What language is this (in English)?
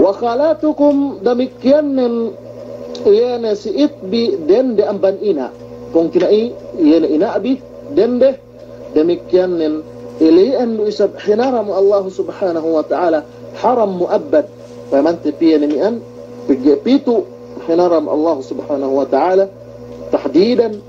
Yakan